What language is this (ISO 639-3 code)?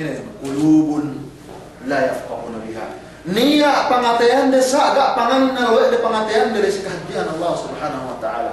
yka